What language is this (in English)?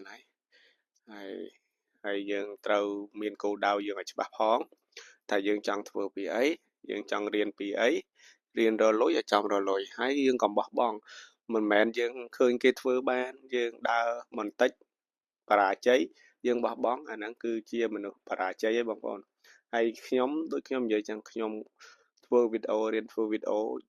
Khmer